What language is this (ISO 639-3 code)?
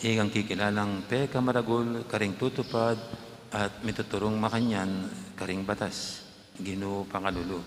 pam